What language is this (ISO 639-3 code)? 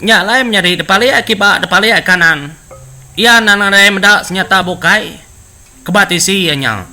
iba